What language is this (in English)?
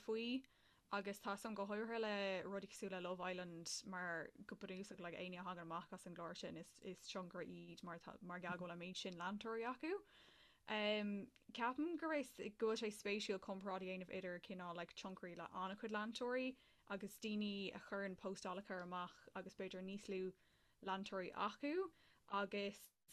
Irish